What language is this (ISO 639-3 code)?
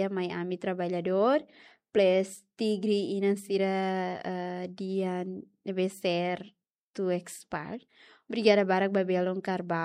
tet